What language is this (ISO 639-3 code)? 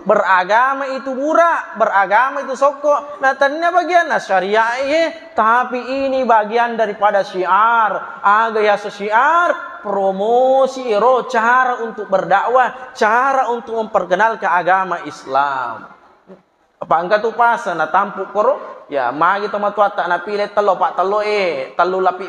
bug